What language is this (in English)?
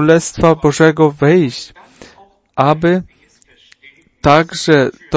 Polish